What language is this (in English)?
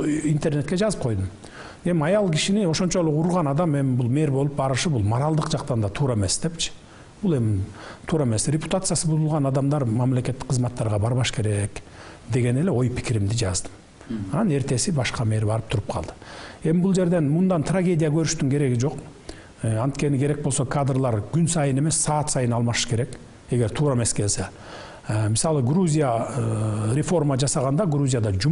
Kyrgyz